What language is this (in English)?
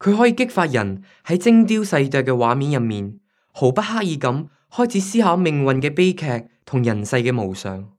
Cantonese